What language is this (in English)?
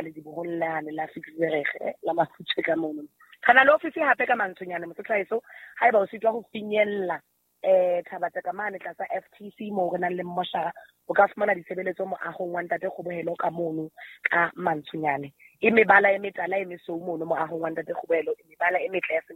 Southern Sotho